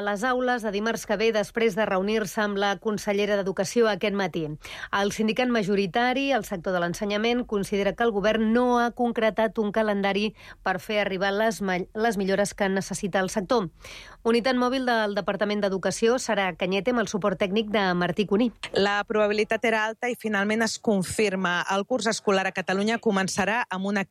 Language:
Catalan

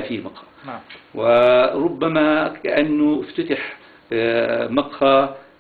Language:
South Levantine Arabic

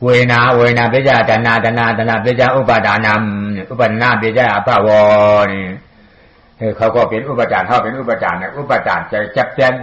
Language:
Shan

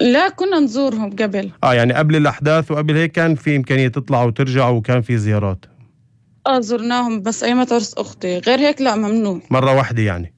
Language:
North Levantine Arabic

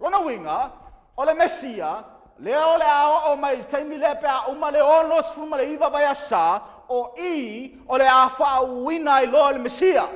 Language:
Samoan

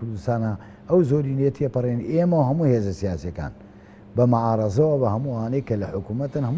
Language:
Central Kurdish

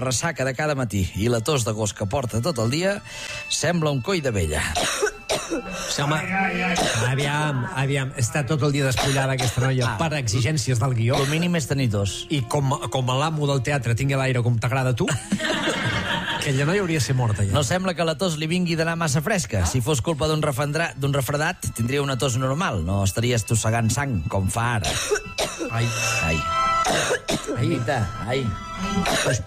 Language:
Catalan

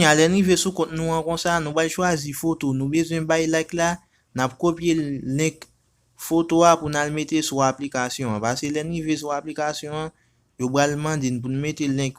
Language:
Haitian Creole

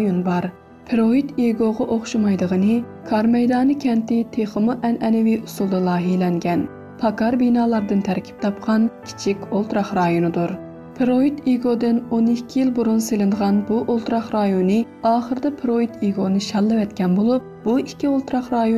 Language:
Uyghur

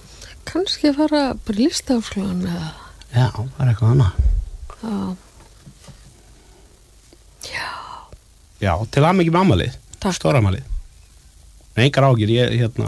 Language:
Icelandic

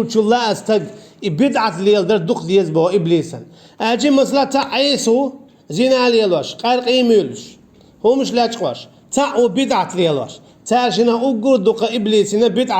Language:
Chechen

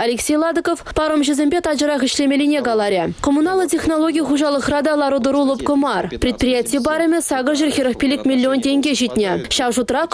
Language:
Chuvash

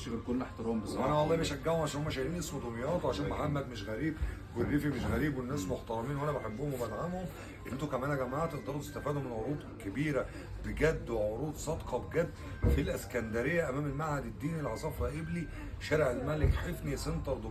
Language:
Egyptian Arabic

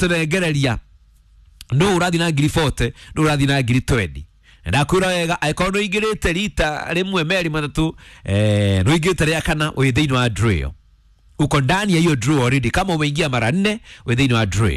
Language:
Kikuyu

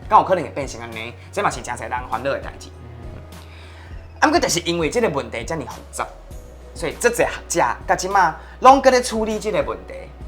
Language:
Min Nan Chinese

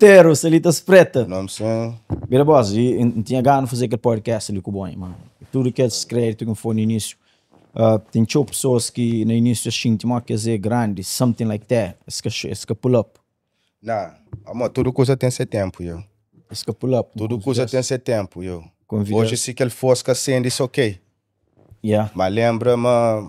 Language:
Kabuverdianu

